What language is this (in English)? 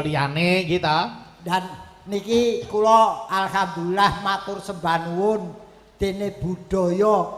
Javanese